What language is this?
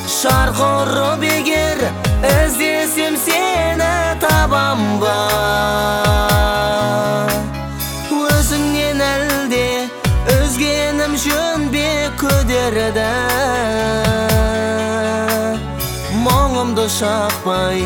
Kazakh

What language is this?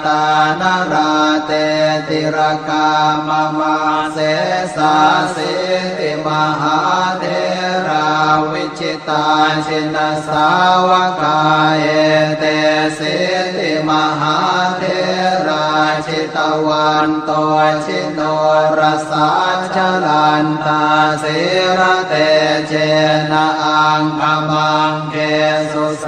Pali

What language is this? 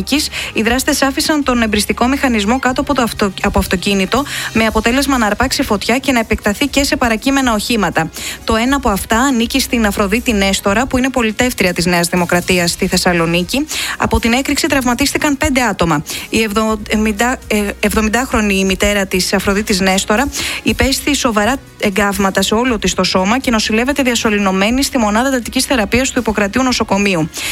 Greek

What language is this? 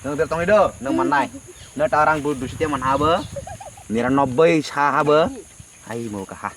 Kok Borok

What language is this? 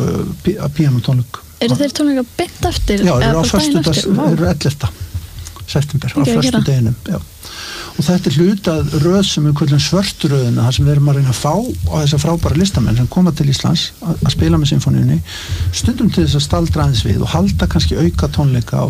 Icelandic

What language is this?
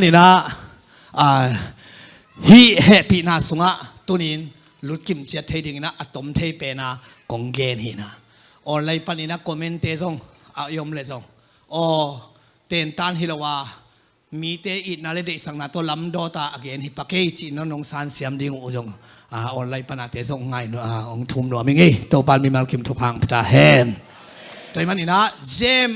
Tedim Chin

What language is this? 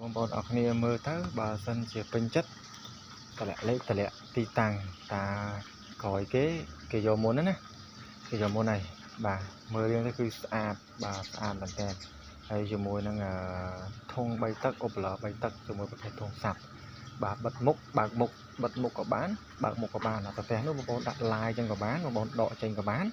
Khmer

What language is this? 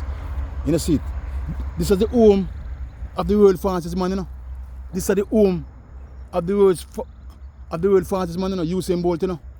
Jamaican Creole English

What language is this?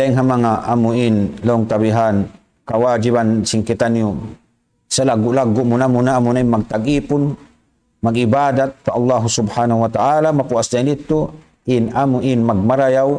Tausug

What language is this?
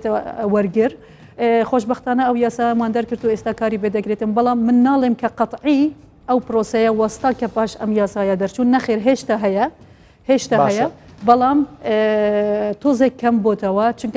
Central Kurdish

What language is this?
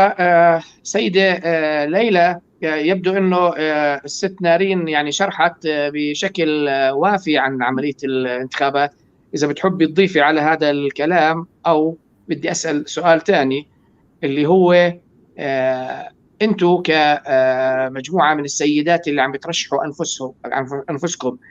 North Levantine Arabic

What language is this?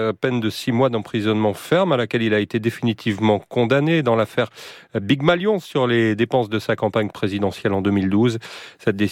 French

